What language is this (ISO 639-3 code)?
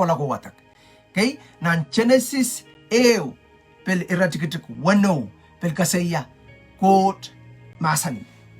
pon